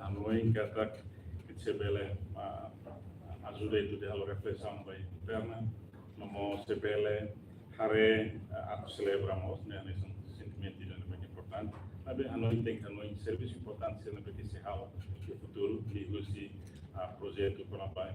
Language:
Tetum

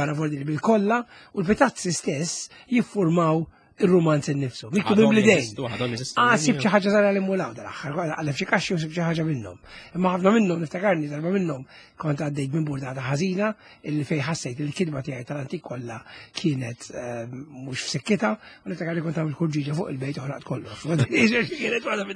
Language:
Maltese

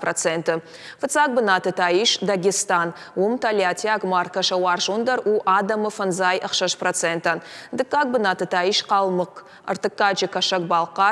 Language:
Ossetic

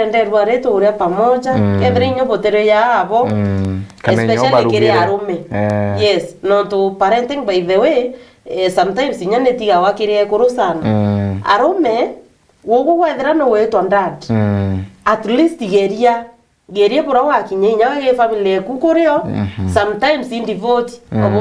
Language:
Meru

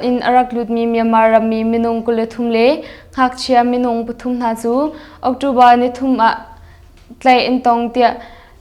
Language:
Hakha Chin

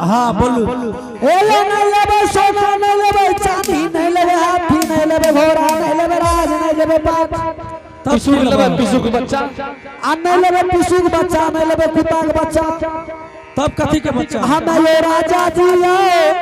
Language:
Angika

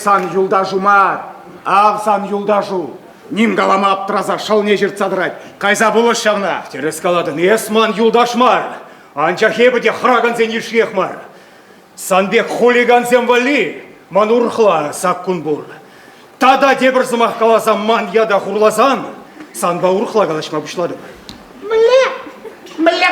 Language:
Chuvash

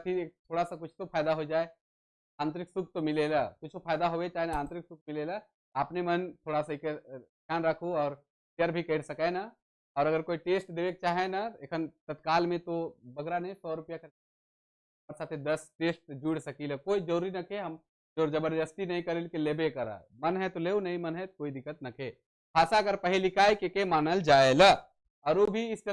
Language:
Sadri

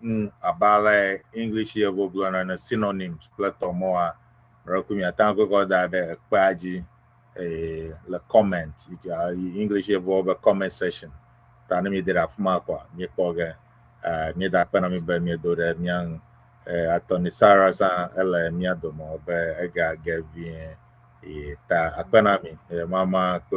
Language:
Ewe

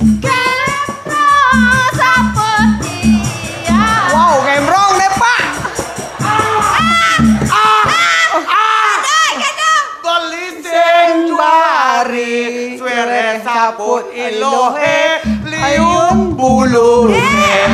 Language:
Balinese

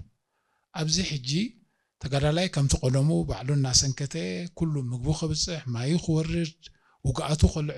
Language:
Tigrinya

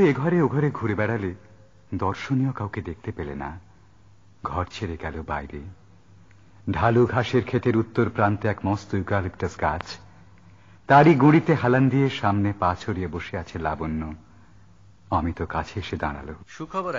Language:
Bangla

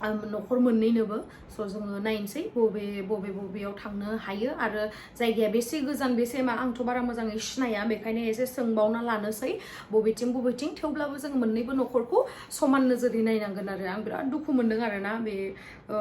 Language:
Bodo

